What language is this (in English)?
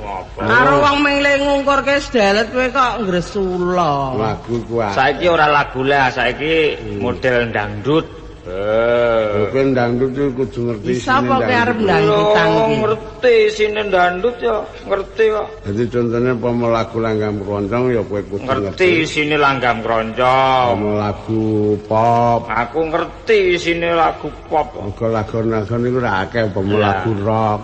Javanese